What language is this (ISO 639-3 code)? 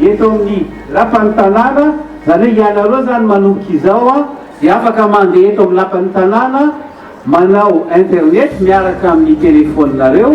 mlg